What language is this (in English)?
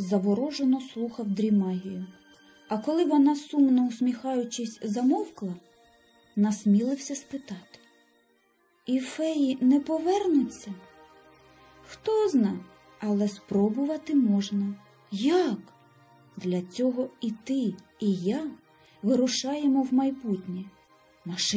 Ukrainian